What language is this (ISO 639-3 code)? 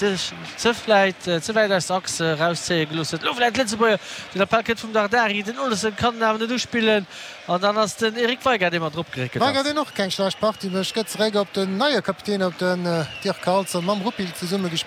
ltz